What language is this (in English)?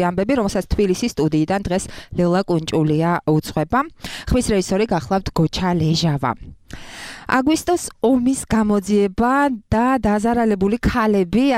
Georgian